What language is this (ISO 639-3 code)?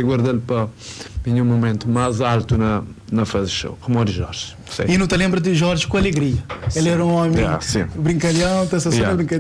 kea